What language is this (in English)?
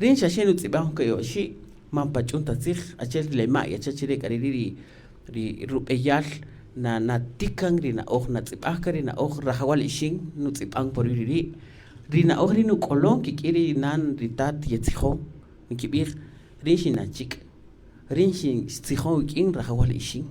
Kaqchikel